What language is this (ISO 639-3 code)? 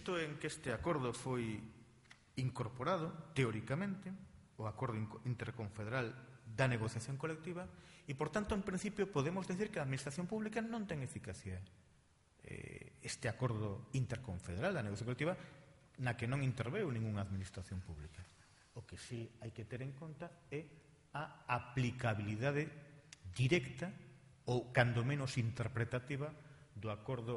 glg